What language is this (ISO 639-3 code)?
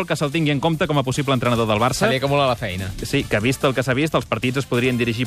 cat